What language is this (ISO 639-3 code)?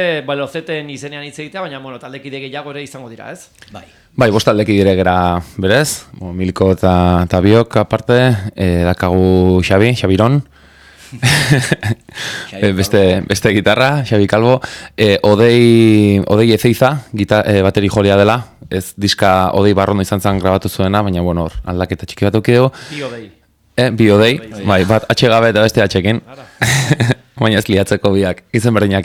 eus